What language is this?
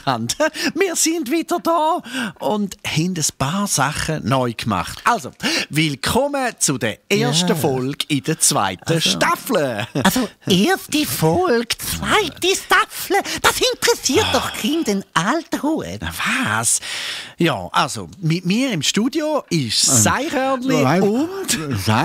Swiss German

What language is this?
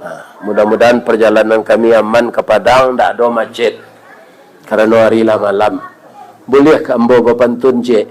Minangkabau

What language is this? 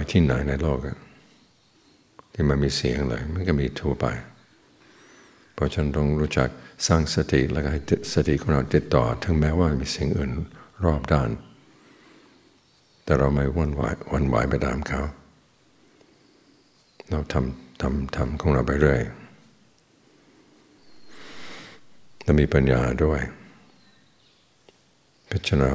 Thai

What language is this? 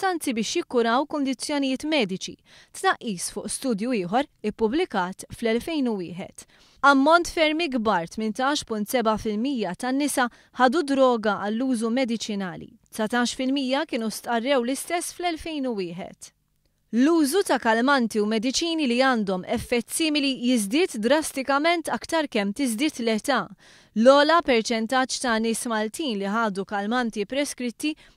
Maltese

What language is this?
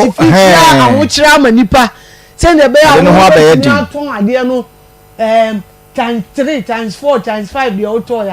Akan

